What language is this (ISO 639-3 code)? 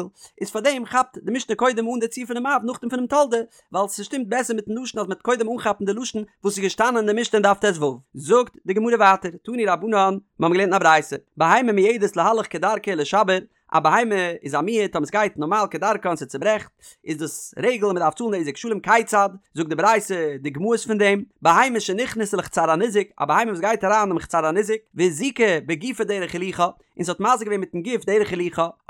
yid